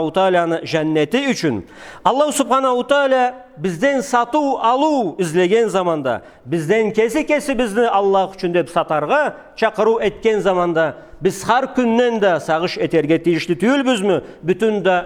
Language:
Karachay-Balkar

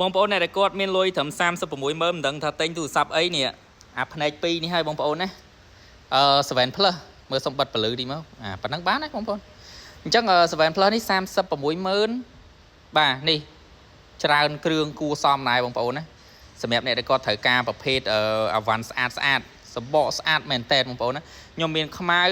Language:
Khmer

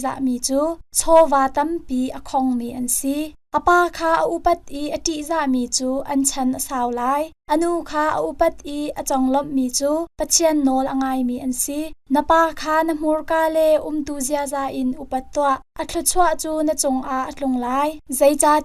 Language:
Hakha Chin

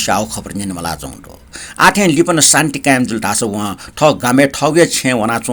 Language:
Newari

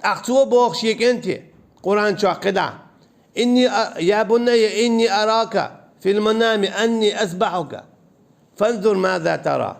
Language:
Chechen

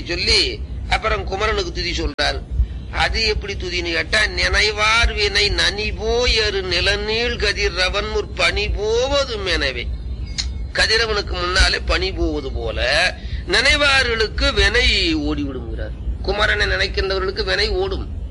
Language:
Tamil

